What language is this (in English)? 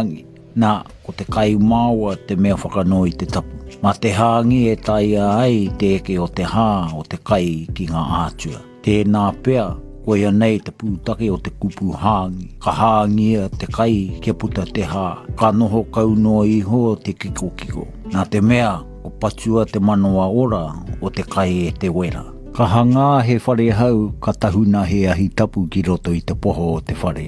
Māori